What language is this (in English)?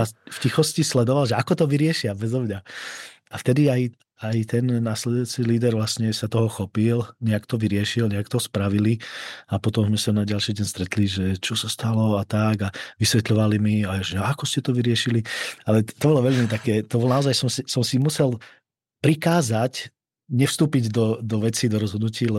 Slovak